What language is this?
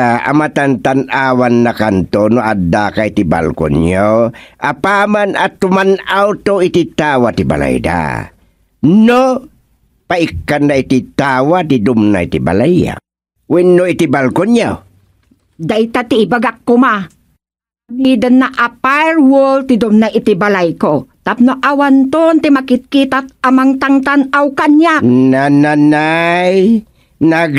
Iloko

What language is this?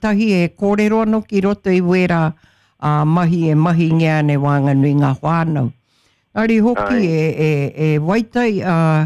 Māori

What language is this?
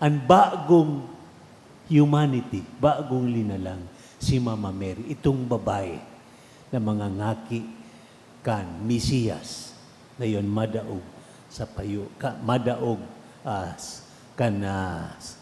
Bikol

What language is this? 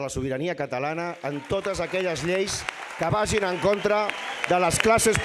Catalan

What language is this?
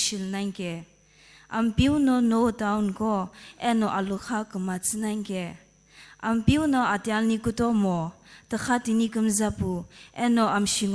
Sumi Naga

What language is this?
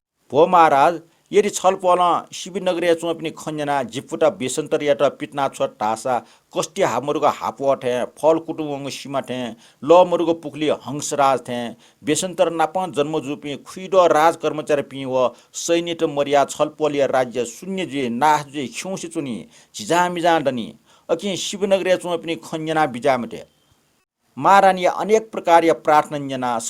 Newari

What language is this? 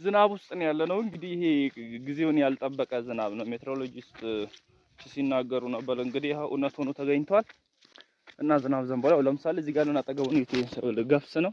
Amharic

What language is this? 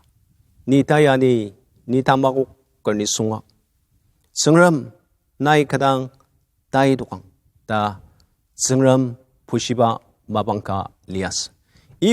Ao Naga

